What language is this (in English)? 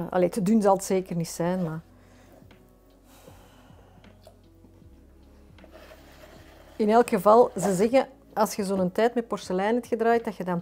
Dutch